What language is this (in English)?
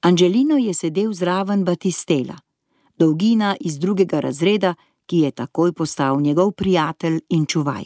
Slovenian